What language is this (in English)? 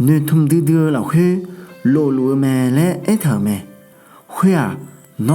Akha